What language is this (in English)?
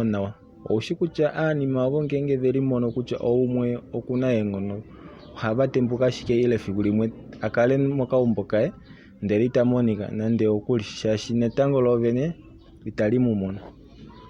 Kuanyama